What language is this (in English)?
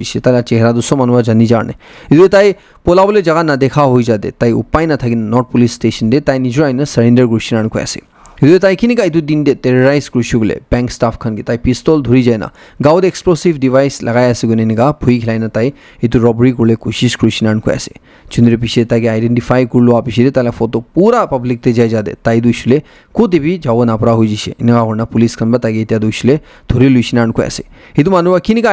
Naga Pidgin